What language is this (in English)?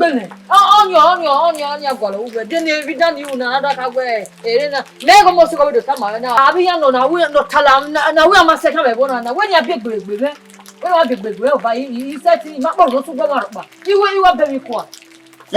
Bini